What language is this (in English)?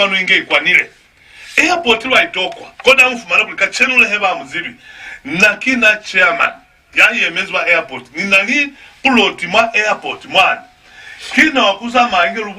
Lozi